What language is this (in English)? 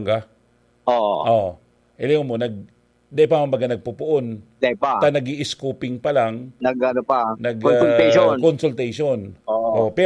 Bikol